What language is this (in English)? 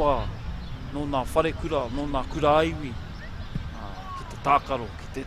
Māori